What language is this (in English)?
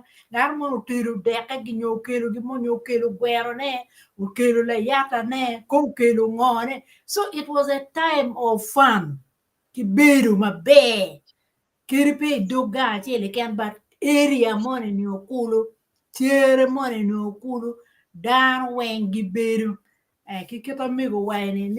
Acoli